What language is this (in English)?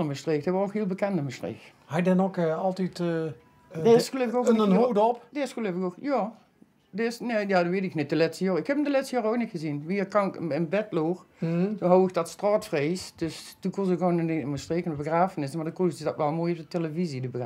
Limburgish